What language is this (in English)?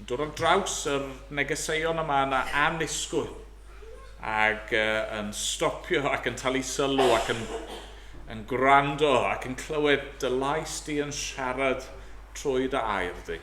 Welsh